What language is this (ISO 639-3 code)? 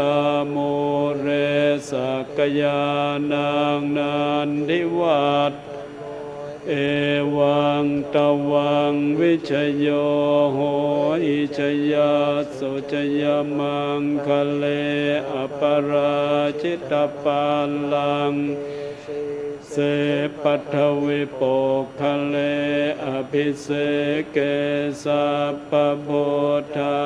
pli